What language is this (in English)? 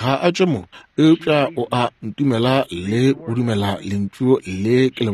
Northern Sotho